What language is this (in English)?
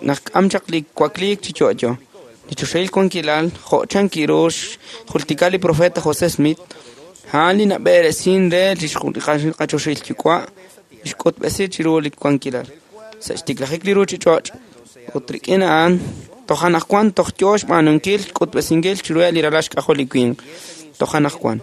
Kekchí